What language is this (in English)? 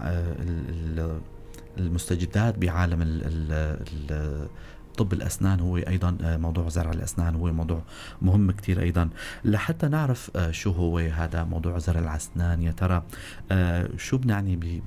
North Levantine Arabic